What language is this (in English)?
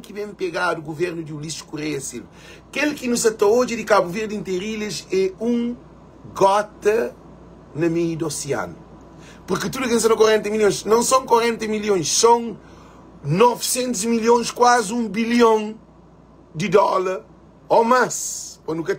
Kabuverdianu